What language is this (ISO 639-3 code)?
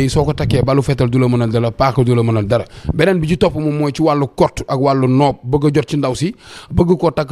wol